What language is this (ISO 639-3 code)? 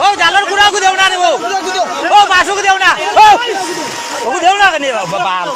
syl